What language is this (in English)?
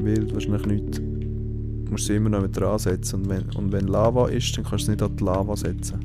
Swiss German